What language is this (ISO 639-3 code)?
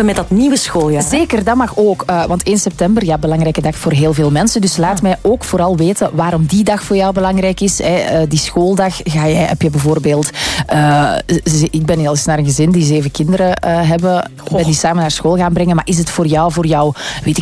nld